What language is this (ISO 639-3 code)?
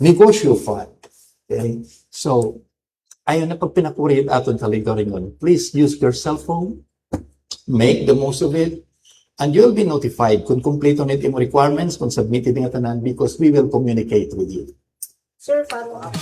war